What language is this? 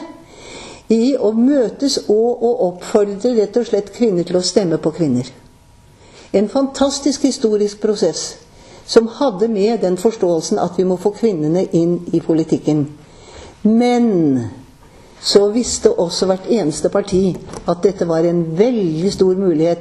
Norwegian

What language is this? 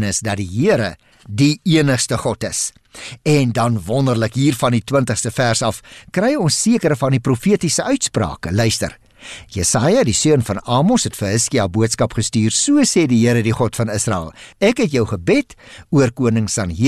Afrikaans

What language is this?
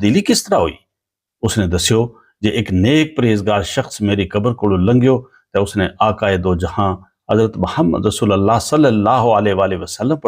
Gujari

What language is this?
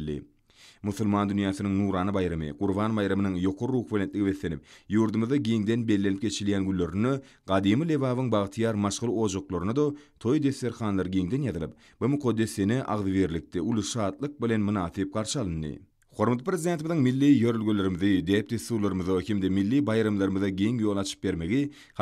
Turkmen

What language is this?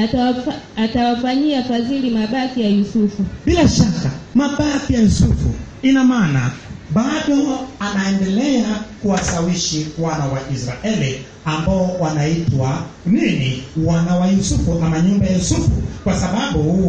Swahili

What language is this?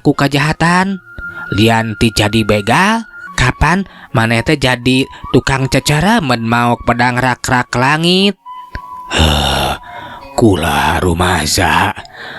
Sundanese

